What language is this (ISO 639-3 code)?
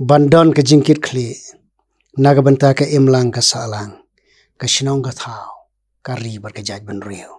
kha